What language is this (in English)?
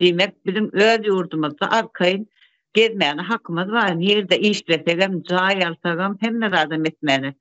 Turkmen